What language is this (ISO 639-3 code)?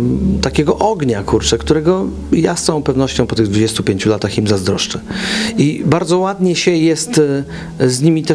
pol